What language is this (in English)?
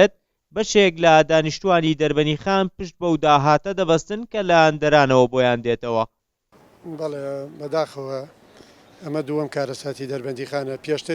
Central Kurdish